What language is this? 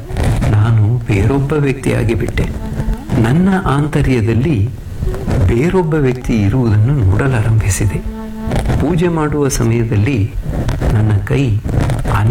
Kannada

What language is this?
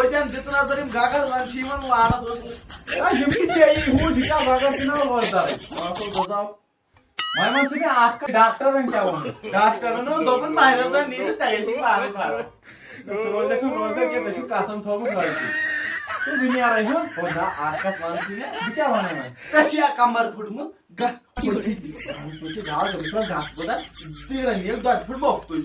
Kashmiri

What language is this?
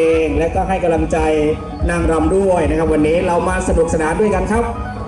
Thai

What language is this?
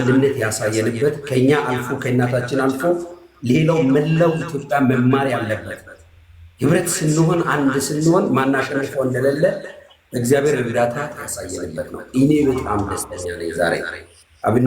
Amharic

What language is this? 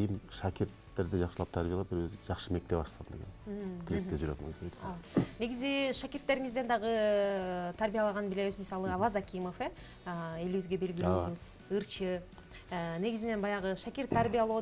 Kyrgyz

